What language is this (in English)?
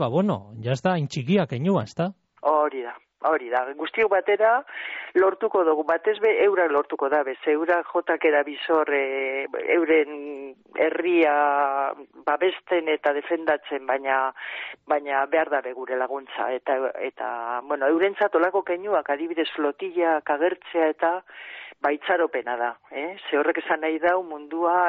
Basque